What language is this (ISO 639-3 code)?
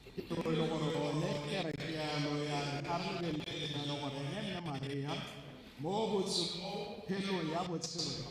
tsn